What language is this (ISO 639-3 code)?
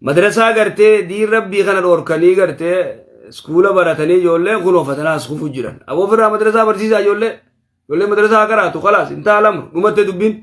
orm